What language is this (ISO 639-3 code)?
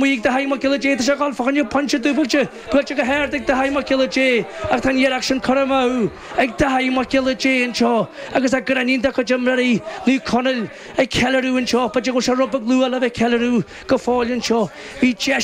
gle